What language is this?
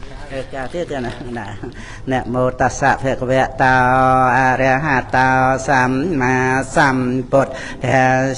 Khmer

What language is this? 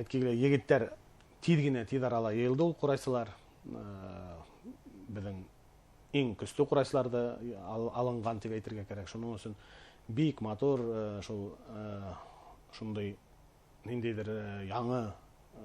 Bashkir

